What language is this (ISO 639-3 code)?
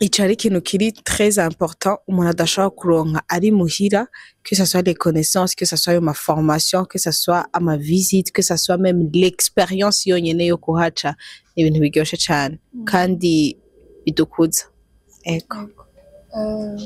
run